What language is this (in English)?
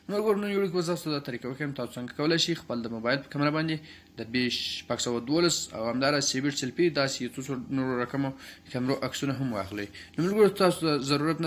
Pashto